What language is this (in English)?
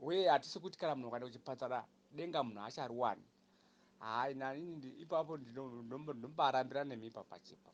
Shona